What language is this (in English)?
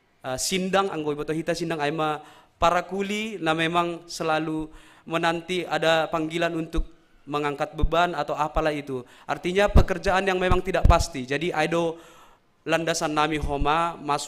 Batak Simalungun